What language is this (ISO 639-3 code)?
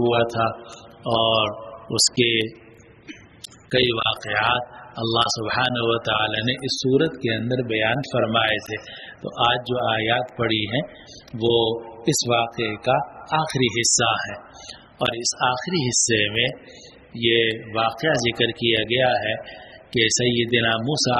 urd